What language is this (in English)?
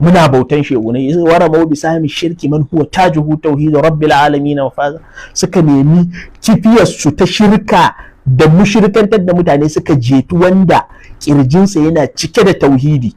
Hausa